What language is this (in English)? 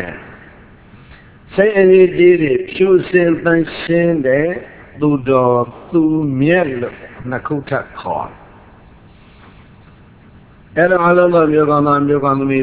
Burmese